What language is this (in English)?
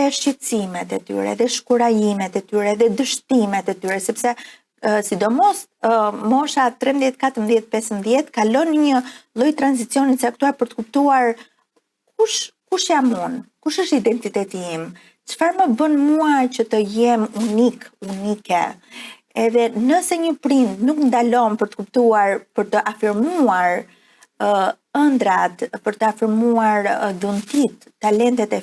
Albanian